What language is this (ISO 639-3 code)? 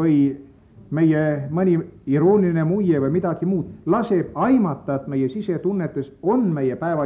est